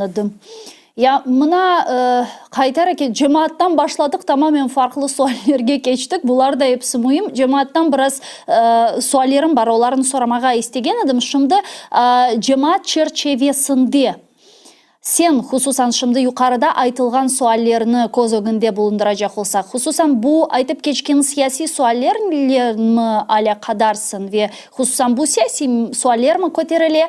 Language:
Crimean Tatar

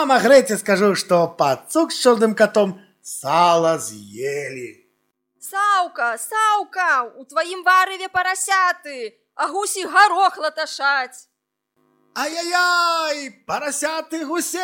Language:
Belarusian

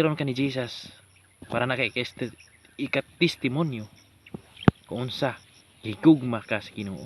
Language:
Cebuano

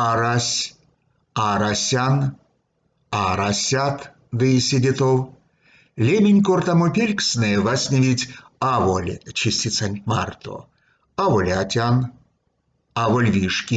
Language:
Erzya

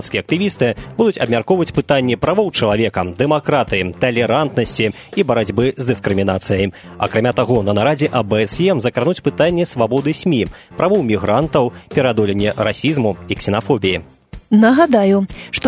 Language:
Belarusian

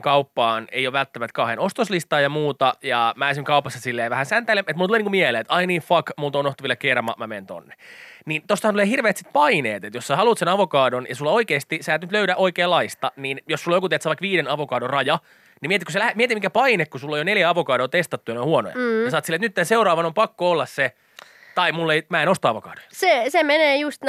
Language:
Finnish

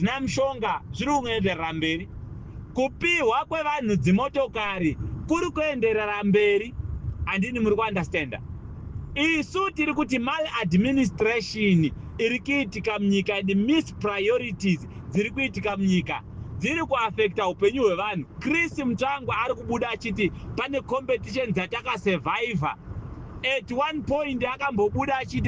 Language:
Shona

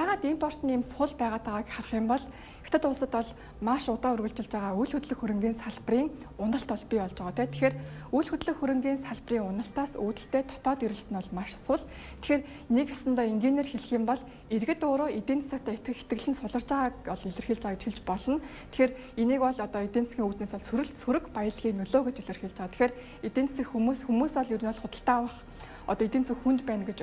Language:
Mongolian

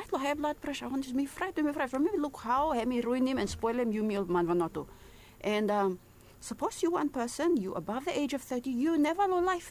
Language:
Bislama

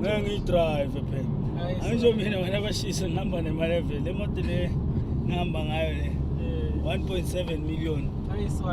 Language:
Zulu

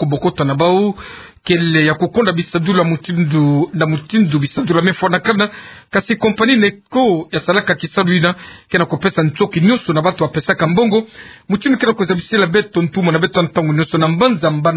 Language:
Kituba (Democratic Republic of Congo)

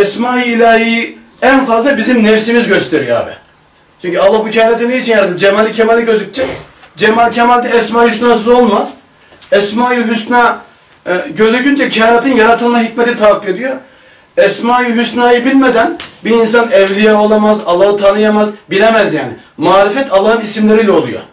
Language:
Turkish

